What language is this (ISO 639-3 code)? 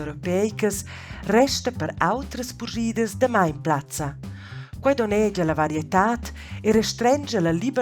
roh